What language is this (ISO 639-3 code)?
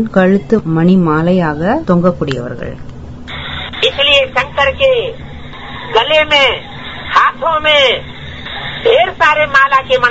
tam